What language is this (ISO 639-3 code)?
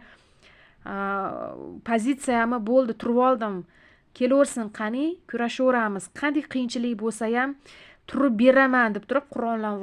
uzb